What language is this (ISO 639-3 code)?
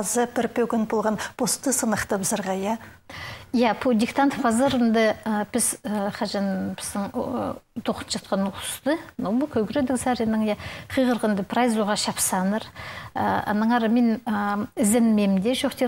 kjh